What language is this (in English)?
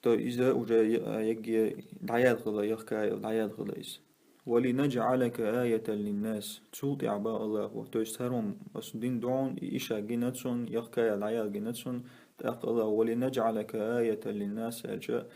Chechen